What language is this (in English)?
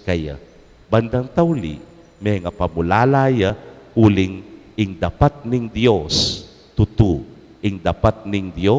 Pampanga